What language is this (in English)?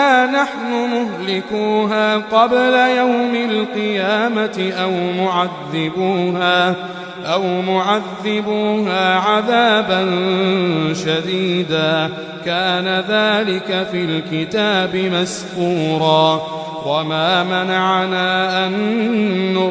Arabic